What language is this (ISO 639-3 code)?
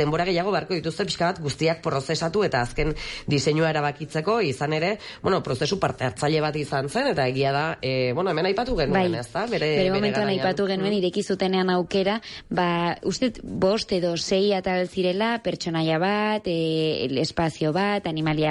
eus